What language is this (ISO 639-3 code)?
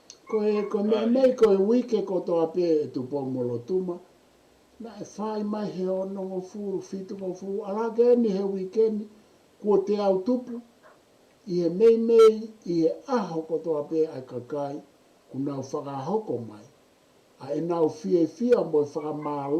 ton